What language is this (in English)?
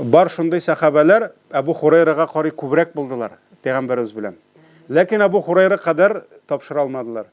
Tatar